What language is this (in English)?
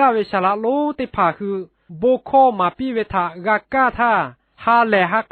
Lahu